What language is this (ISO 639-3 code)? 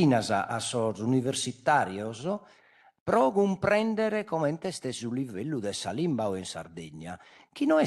srd